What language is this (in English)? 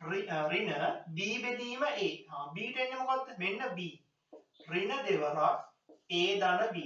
Sinhala